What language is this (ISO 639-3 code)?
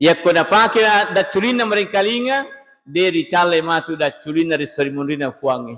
bug